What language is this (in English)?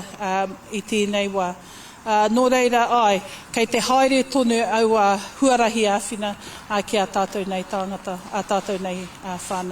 Māori